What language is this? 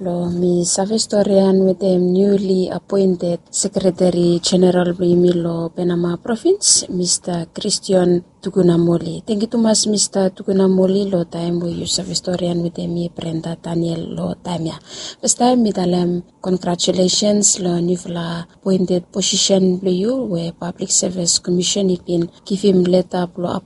Bislama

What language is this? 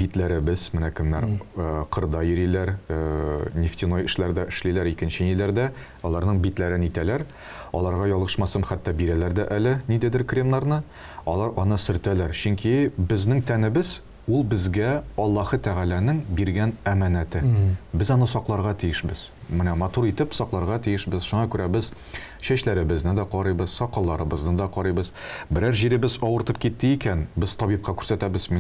Tatar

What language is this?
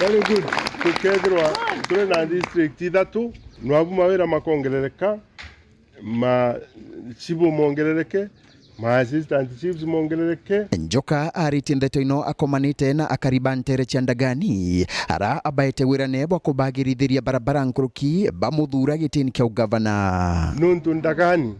Meru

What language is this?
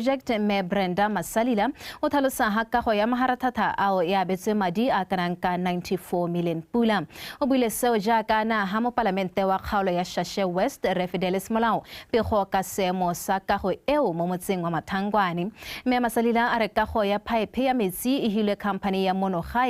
Tswana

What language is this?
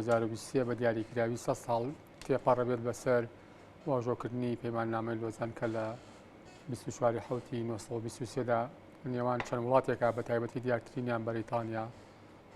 Central Kurdish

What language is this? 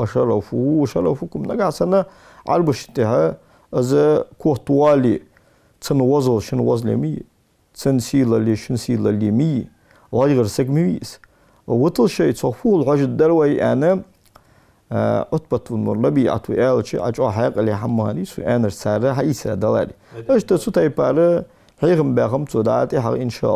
Ingush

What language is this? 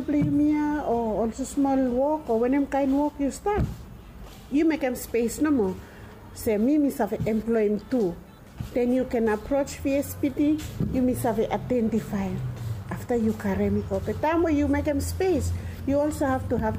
Bislama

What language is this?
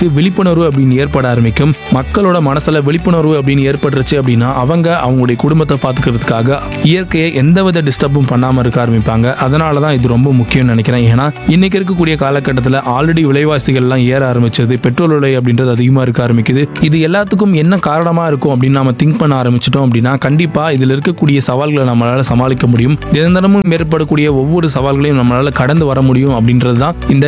Tamil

